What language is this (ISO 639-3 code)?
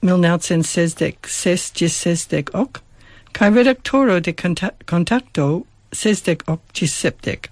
epo